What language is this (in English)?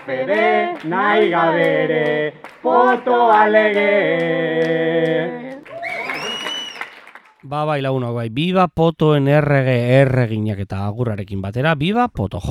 Basque